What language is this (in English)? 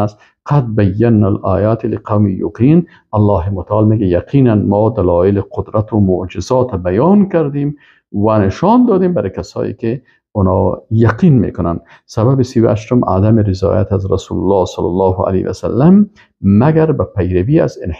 Persian